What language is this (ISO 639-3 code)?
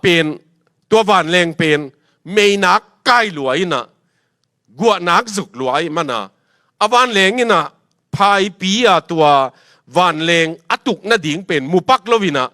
ctd